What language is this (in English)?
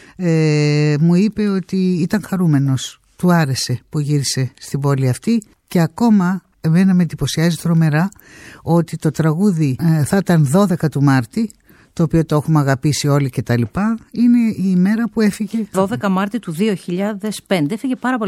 Greek